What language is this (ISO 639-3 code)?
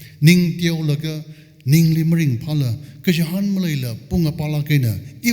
nmf